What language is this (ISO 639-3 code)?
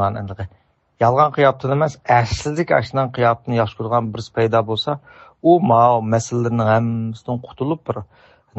uig